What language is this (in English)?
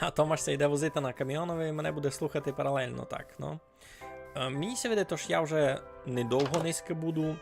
Rusyn